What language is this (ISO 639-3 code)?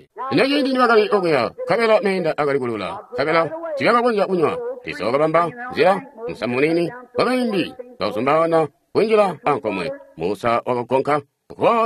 toi